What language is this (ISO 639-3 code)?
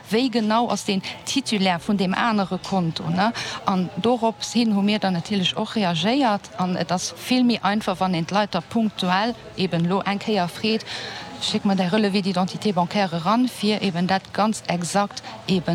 ltz